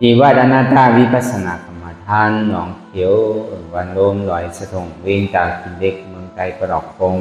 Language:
Shan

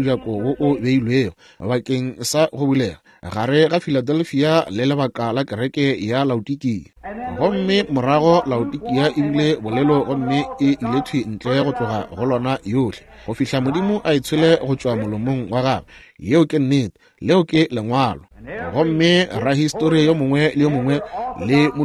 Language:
Northern Sotho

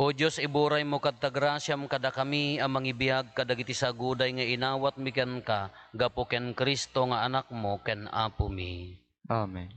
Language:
Iloko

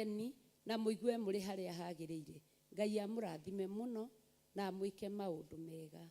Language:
Kikuyu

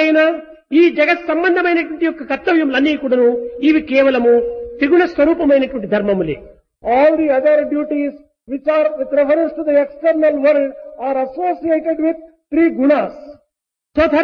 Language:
Telugu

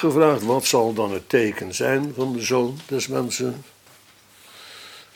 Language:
Dutch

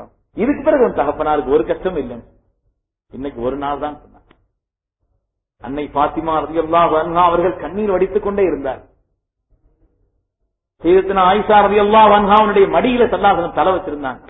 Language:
Tamil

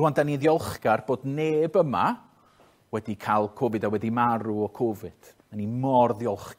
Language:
Welsh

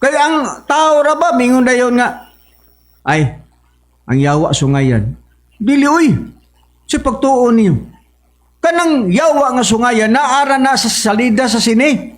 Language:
Cebuano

